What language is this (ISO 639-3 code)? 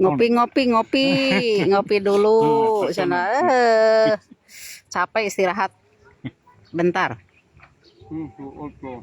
sun